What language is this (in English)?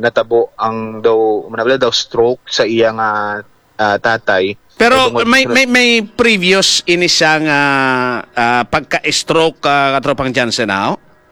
Hiligaynon